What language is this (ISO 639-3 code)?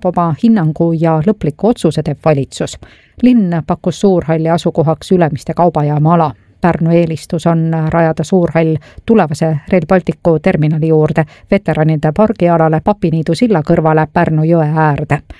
est